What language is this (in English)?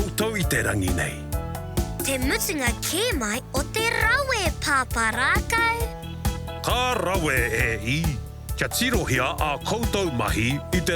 Māori